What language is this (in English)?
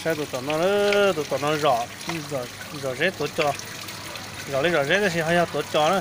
Hmong